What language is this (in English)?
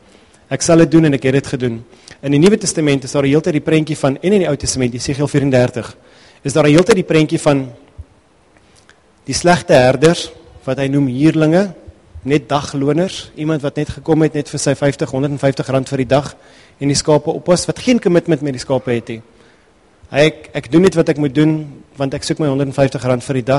Afrikaans